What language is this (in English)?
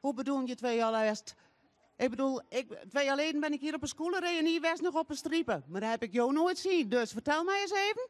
Western Frisian